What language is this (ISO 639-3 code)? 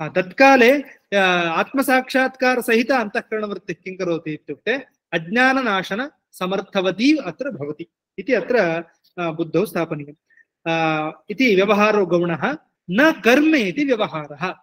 san